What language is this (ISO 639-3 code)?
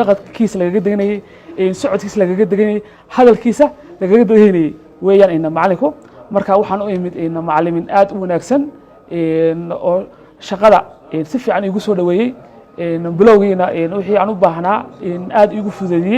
som